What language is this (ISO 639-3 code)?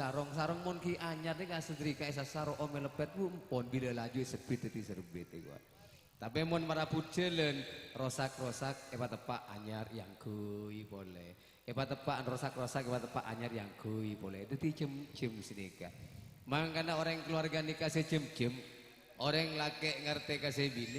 mad